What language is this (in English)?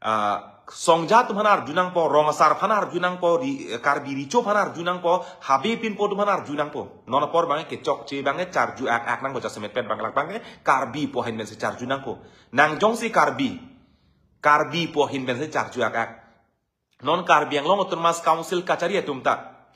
Karbi